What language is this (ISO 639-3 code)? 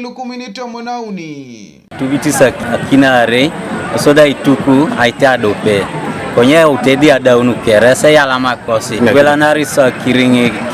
teo